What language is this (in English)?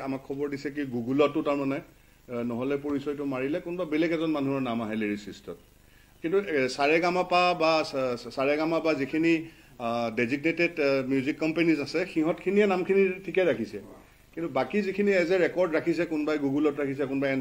Assamese